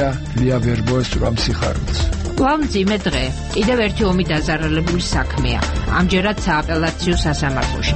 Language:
Georgian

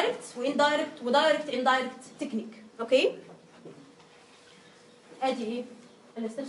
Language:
Egyptian Arabic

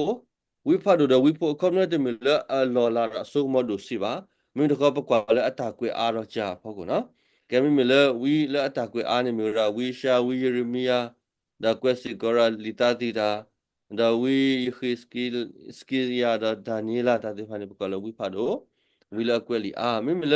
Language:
S'gaw Karen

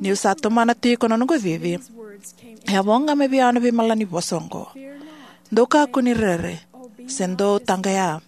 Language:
Fijian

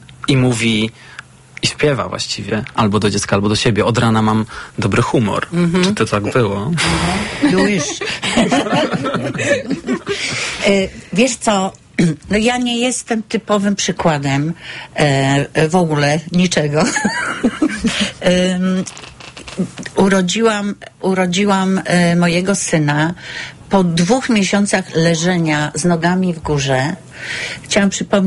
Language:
Polish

